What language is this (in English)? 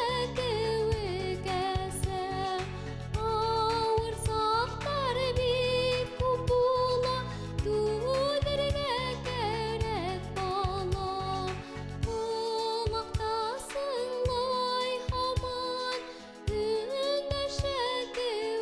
Bashkir